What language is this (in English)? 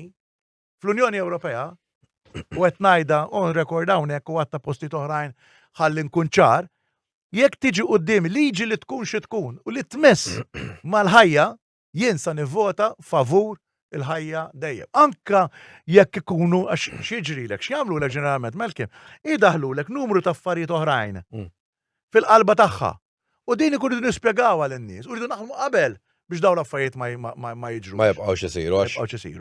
Maltese